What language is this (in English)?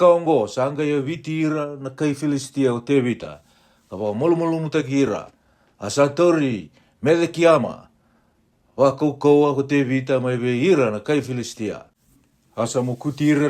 Fijian